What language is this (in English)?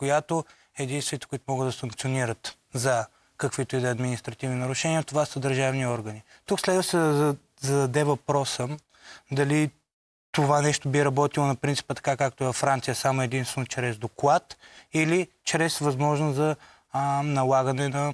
Bulgarian